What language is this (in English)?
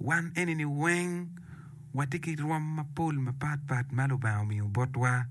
Acoli